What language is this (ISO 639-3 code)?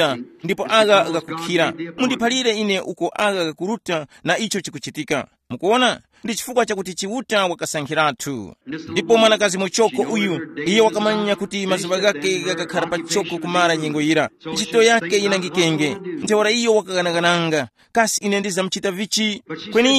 tum